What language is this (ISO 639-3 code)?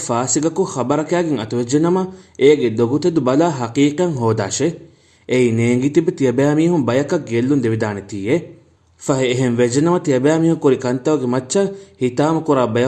div